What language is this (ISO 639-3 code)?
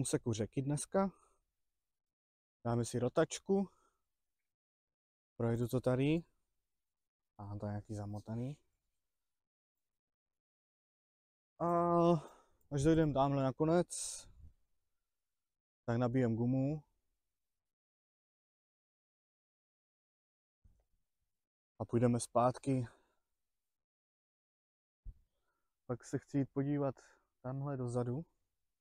ces